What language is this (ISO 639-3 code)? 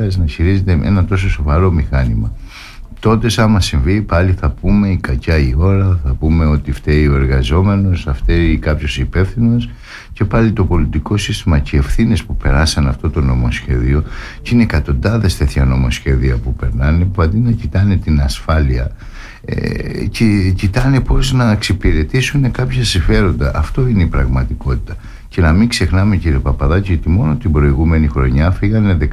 ell